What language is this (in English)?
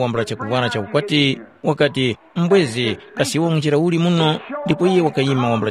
Tumbuka